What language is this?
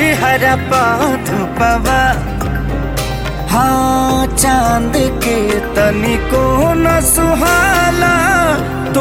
Bhojpuri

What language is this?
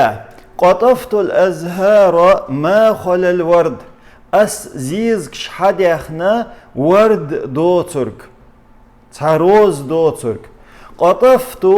Chechen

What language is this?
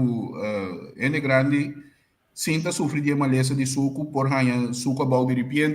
Papiamento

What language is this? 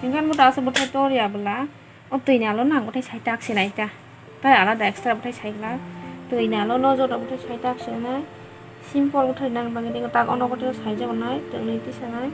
Kok Borok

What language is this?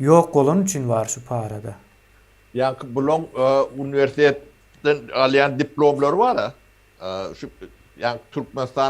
Turkmen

